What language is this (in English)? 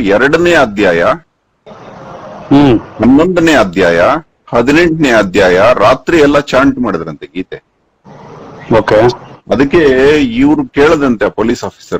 Kannada